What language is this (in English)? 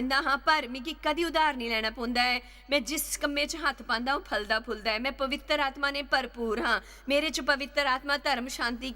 Dogri